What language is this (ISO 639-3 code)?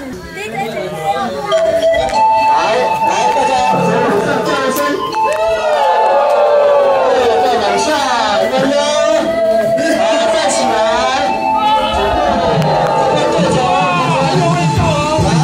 zho